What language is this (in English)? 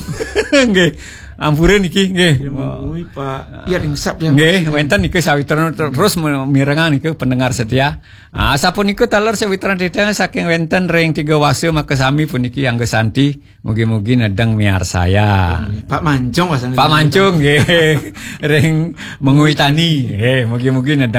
Balinese